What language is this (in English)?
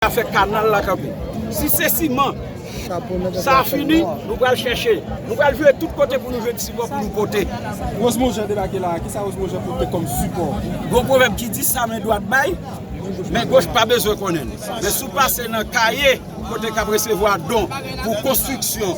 Haitian Creole